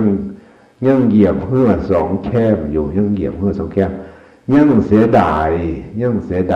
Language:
Northeastern Thai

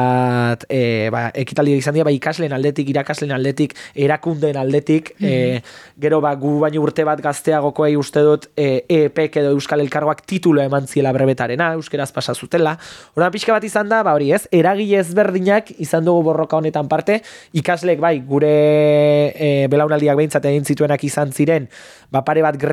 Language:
Basque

